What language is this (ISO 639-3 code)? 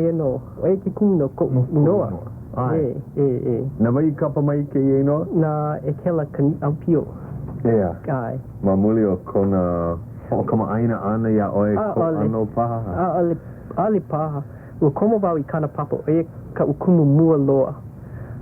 haw